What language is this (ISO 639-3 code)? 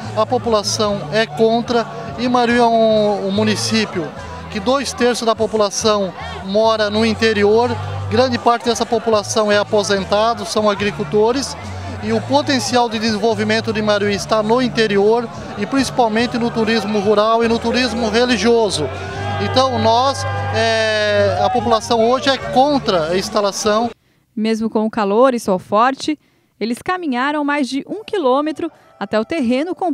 por